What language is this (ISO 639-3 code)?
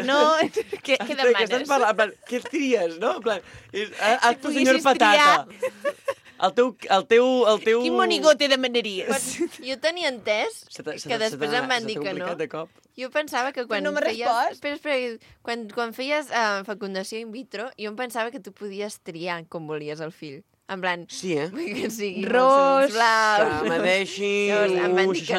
cat